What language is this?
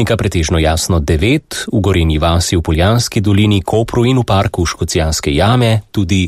Slovenian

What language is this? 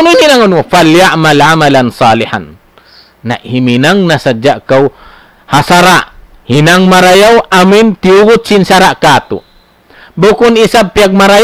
Tausug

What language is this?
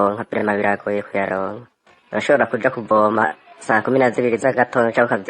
Rundi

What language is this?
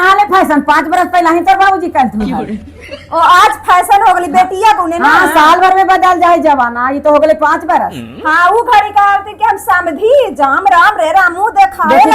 Magahi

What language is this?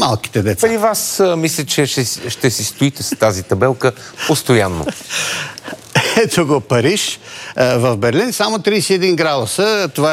Bulgarian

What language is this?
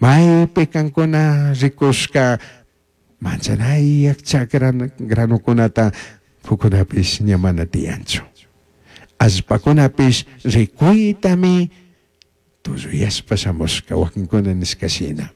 Chimborazo Highland Quichua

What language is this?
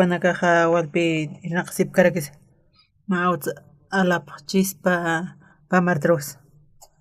Aymara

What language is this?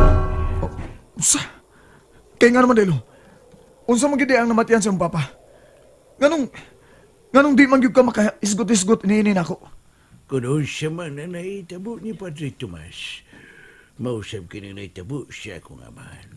Cebuano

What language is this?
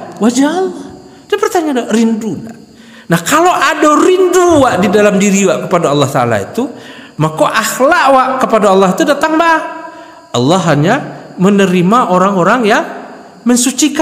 Minangkabau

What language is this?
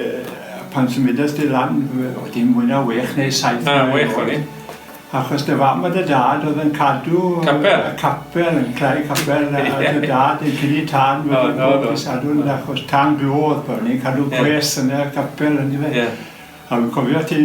Welsh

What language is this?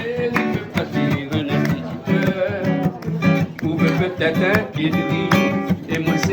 Réunion Creole French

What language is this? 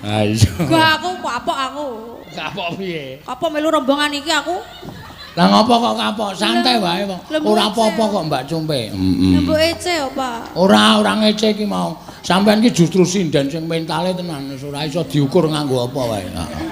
Javanese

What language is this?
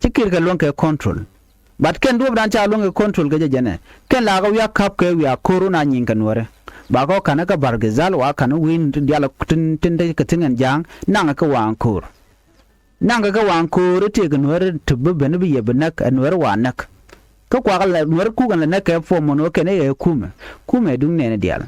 Nuer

